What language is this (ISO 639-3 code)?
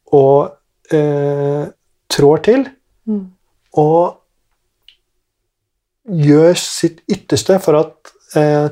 nor